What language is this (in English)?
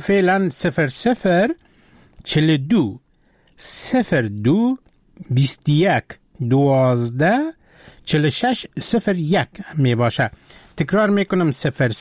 Persian